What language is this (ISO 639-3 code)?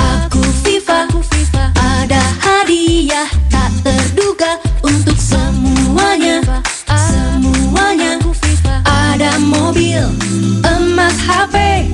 ind